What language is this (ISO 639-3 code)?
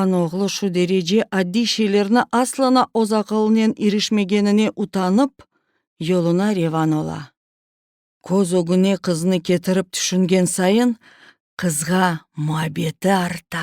crh